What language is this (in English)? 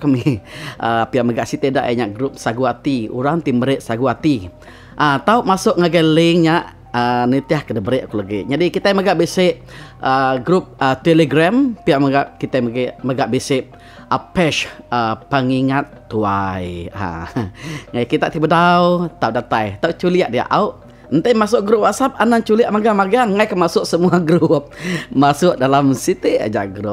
Iban